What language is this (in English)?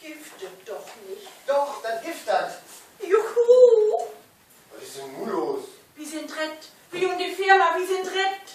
Low German